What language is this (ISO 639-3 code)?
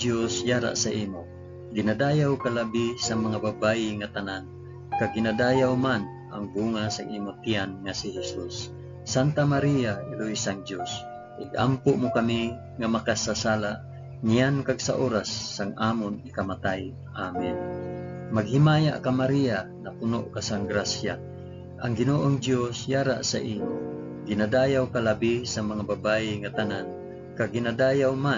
hil